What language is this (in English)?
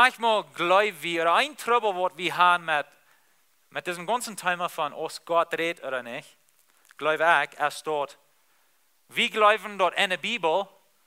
Plautdietsch